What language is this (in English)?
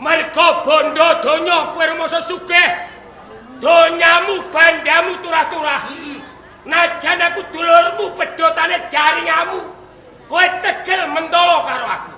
Javanese